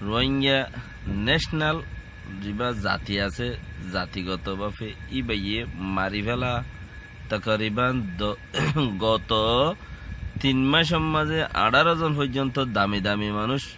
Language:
Rohingya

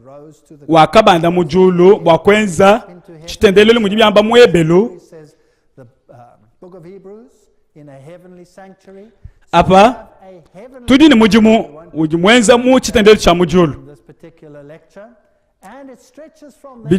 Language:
Luba-Lulua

